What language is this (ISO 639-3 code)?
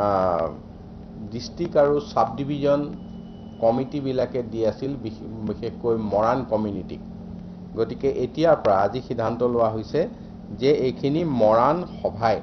asm